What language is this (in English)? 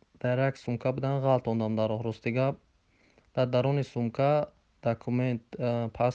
Tajik